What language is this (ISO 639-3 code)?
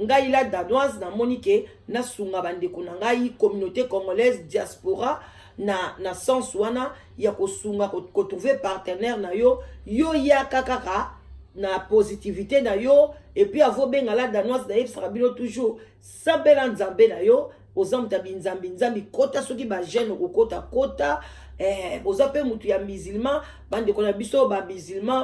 lin